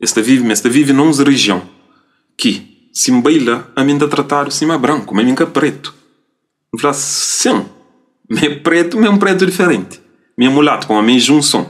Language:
Kabuverdianu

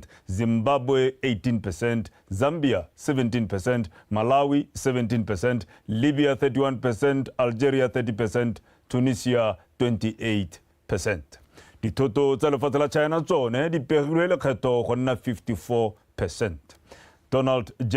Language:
Tswana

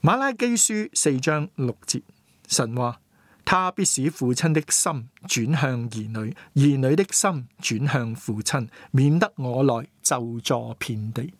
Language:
Cantonese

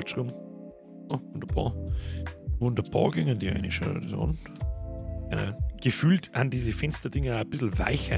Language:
Bavarian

